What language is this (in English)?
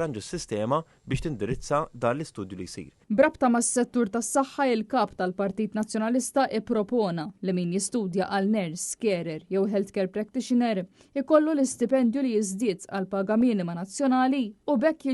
Maltese